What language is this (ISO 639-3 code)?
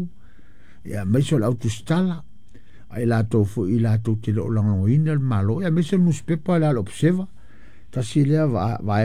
smo